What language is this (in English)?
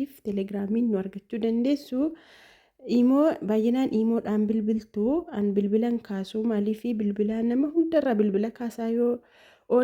Oromo